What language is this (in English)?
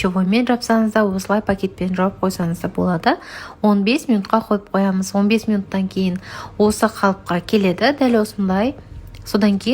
Kazakh